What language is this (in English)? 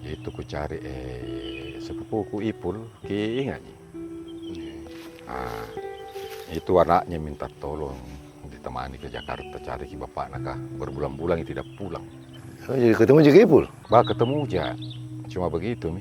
Makassar Malay